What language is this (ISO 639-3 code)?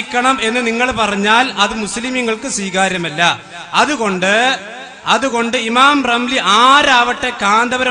mal